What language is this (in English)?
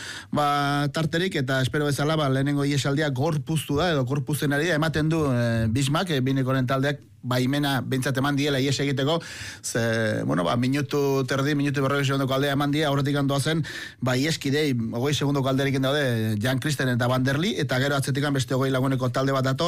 Basque